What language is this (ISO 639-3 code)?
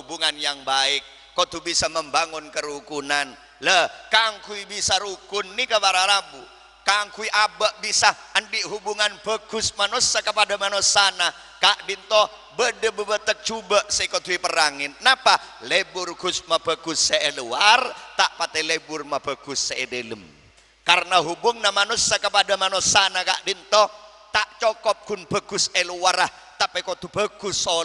mad